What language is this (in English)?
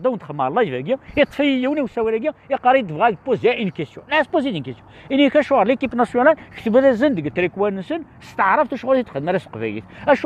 Kabyle